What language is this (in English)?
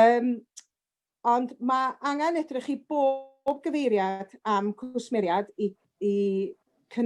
Welsh